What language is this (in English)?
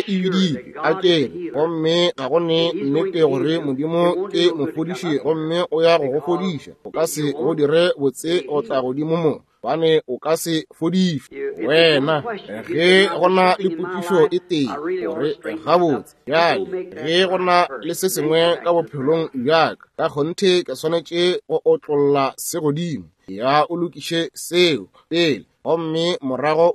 Northern Sotho